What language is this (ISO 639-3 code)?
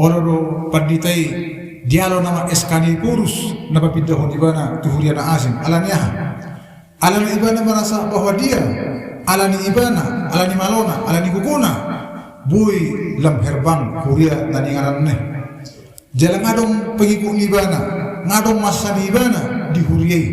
bbc